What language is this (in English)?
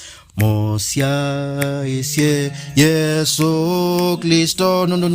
Kamba